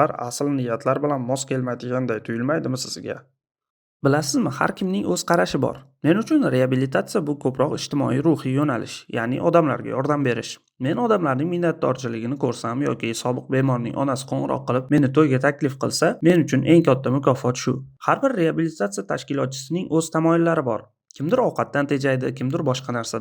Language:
Uzbek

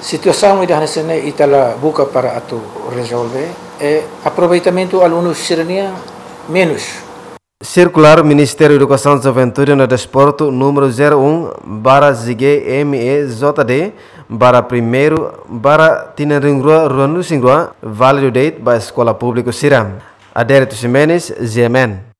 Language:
Tetum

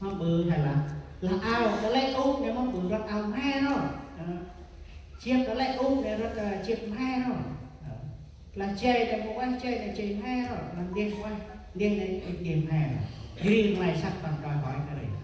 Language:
Central Mnong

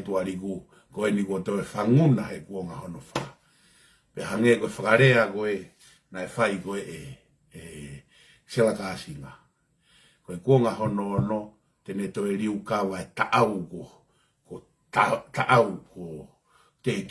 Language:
Tongan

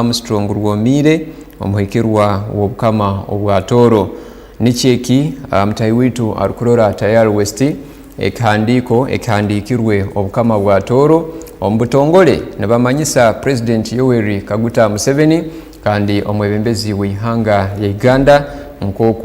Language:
Tooro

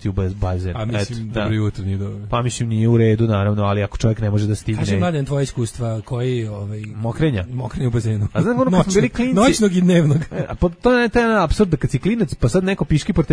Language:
Serbian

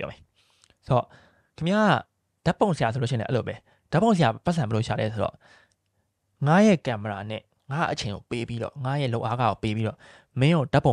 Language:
Burmese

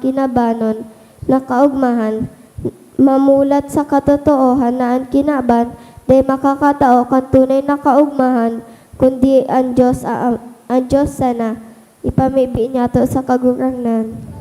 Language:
Bikol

